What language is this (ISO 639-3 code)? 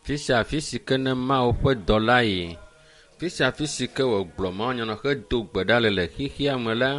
ewe